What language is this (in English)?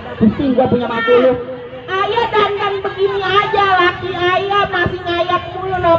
Betawi